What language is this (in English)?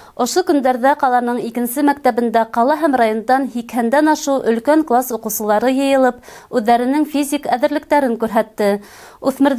Bashkir